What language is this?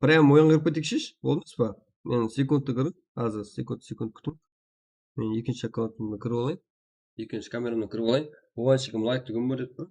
Kara-Kalpak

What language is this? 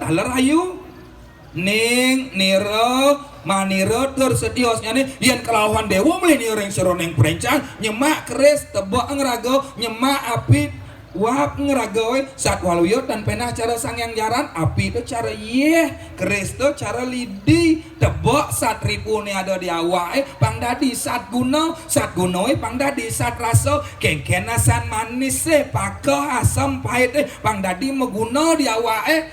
Balinese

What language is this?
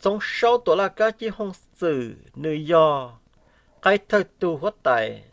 Hmong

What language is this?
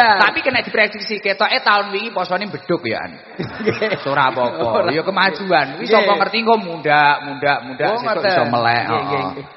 Javanese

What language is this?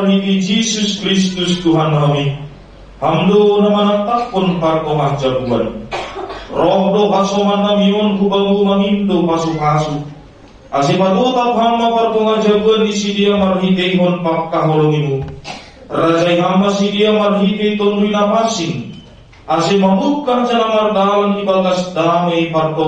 Batak Simalungun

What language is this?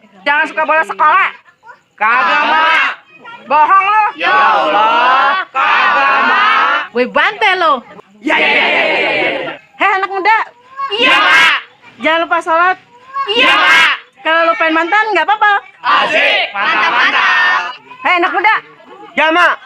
Betawi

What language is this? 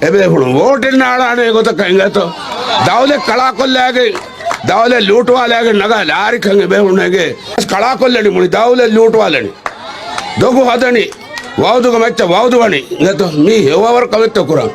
Divehi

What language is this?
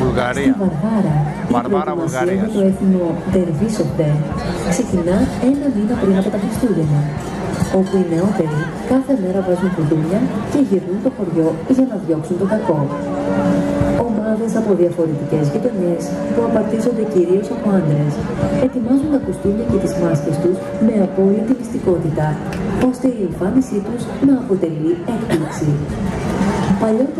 Greek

